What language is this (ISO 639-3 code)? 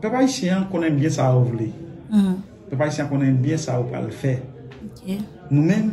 hat